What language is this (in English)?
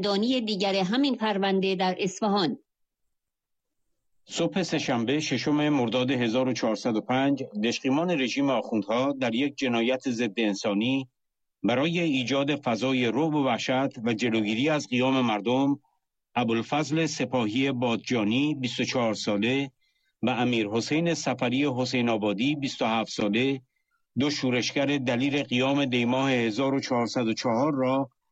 Persian